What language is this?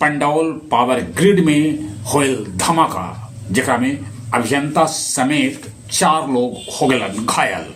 Magahi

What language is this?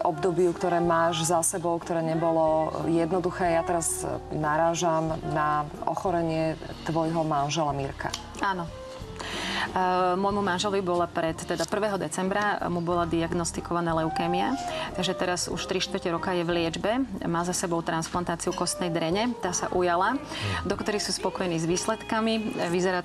Slovak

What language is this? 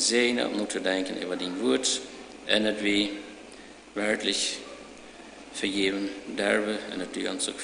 Plautdietsch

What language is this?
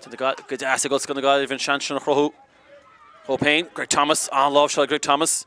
Irish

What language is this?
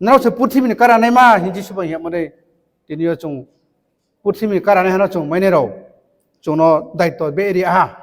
Riang (India)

